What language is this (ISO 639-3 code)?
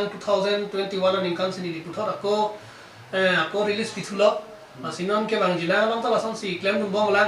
mjw